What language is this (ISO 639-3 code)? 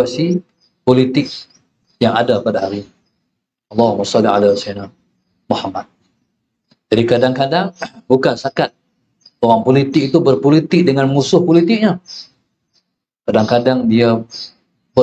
msa